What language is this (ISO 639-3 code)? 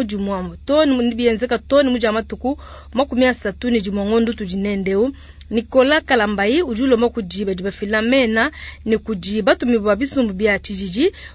lua